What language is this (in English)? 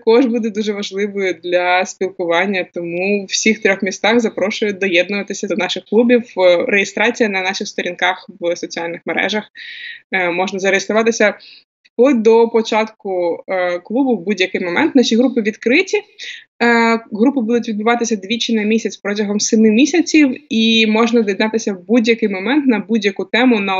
Ukrainian